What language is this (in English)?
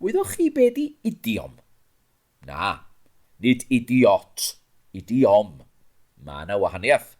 Welsh